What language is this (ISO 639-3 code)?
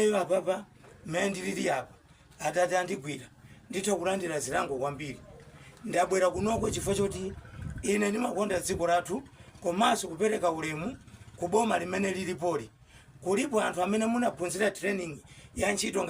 nya